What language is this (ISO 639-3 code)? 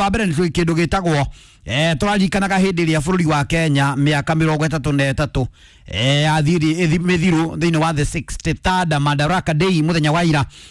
kik